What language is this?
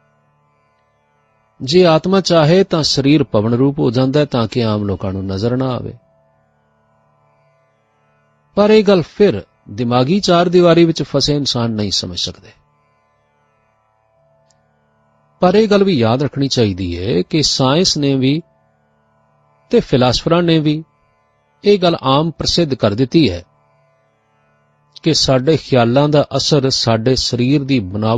Punjabi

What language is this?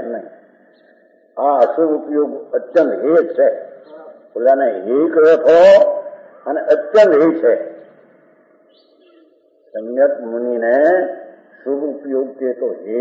Gujarati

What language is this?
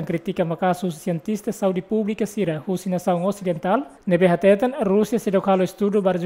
Tetum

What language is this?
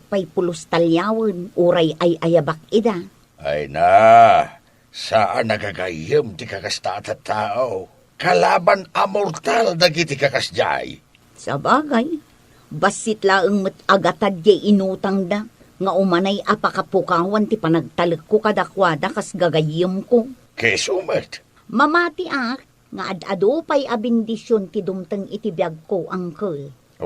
Iloko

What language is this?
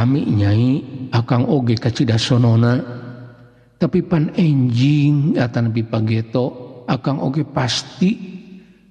Sundanese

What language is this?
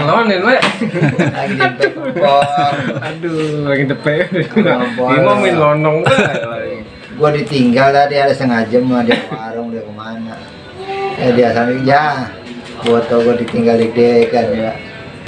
Betawi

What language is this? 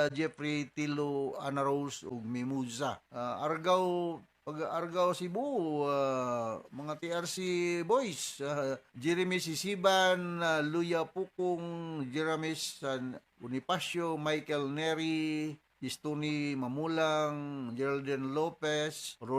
Cebuano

